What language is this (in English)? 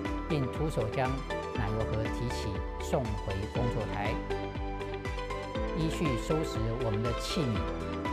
Chinese